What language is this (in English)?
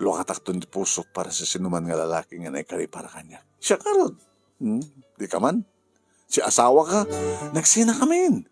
Iloko